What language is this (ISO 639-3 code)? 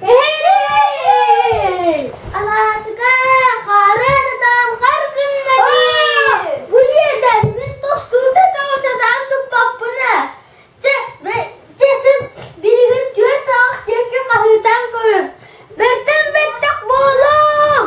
sah